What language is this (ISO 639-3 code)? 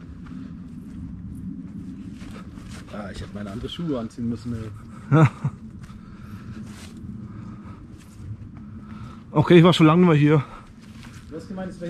deu